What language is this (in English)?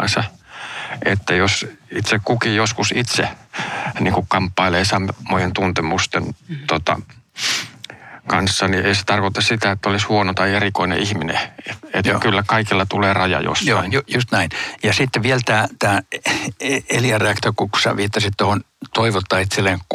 Finnish